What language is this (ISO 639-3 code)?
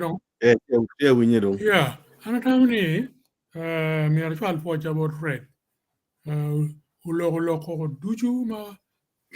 ach